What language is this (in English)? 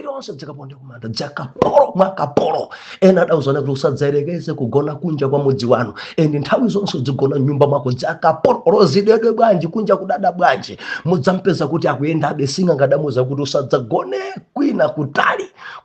Nyanja